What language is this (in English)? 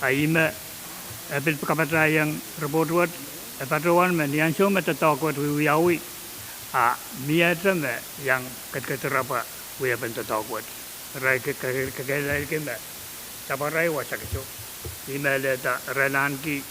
Pohnpeian